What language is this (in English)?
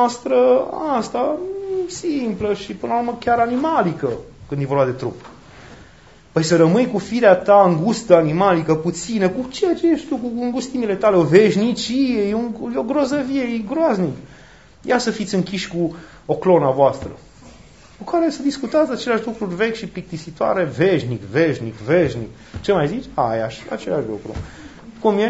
Romanian